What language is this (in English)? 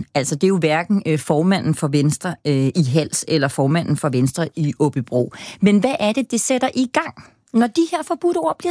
Danish